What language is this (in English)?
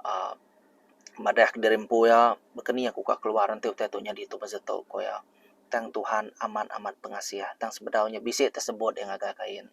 Iban